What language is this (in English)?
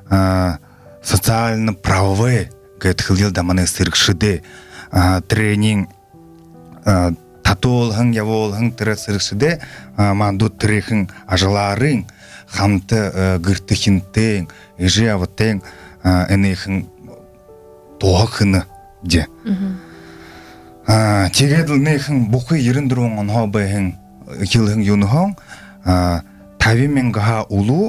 Buriat